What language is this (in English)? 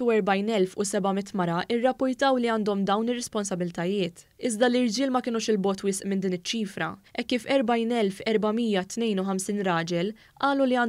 Maltese